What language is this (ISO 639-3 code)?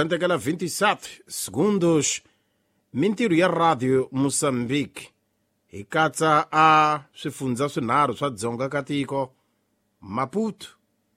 tso